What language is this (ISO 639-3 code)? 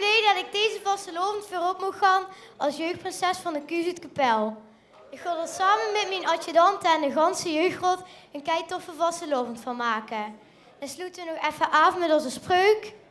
lim